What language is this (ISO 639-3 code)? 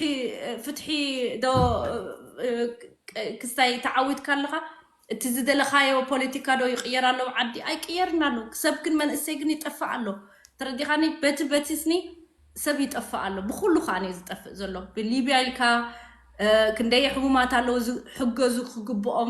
tir